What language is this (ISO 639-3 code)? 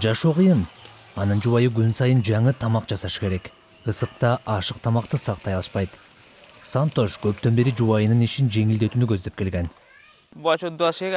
kir